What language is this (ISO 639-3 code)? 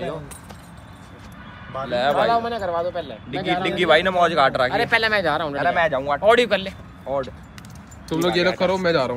hin